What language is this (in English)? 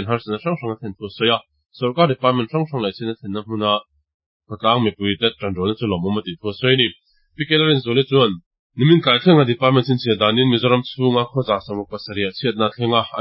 Mizo